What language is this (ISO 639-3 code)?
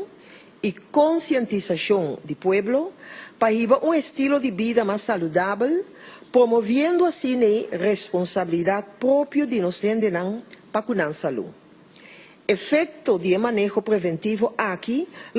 pap